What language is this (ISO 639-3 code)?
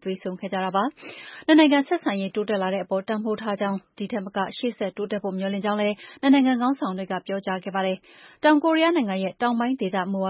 mya